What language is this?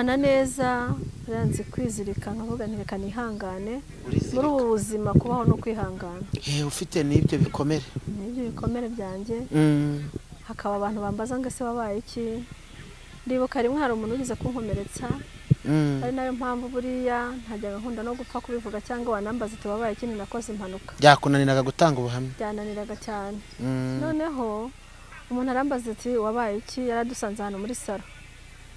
Kinyarwanda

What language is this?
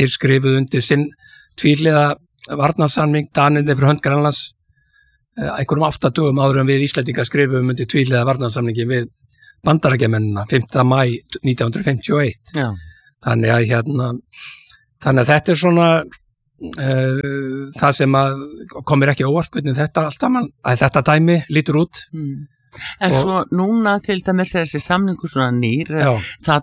Icelandic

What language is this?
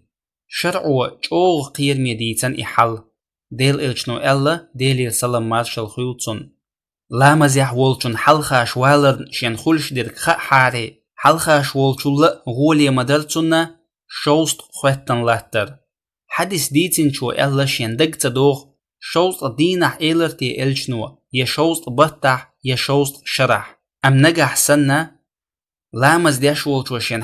Chechen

